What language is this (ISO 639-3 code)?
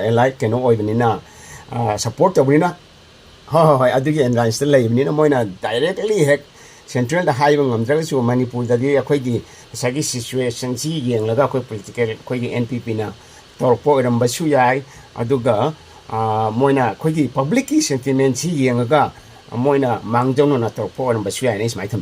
mni